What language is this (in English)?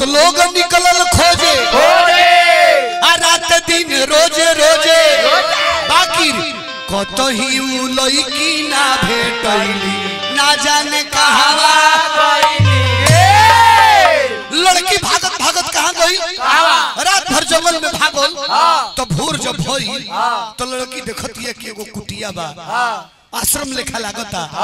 Bhojpuri